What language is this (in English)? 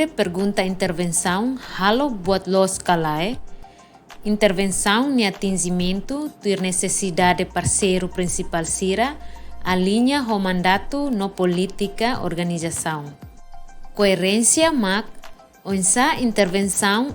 Tetum